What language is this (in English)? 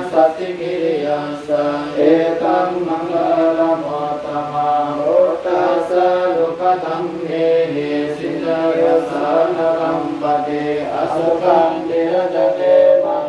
Pali